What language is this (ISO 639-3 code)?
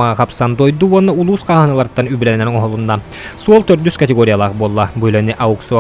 sah